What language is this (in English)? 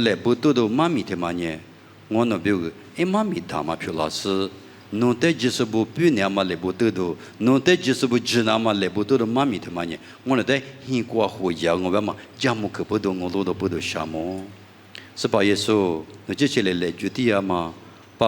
Lisu